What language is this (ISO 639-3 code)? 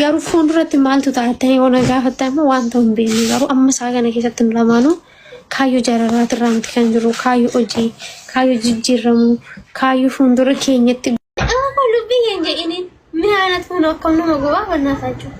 orm